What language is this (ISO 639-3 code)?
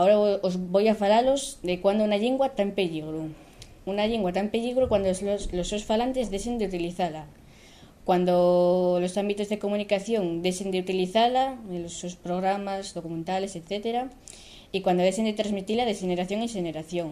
ast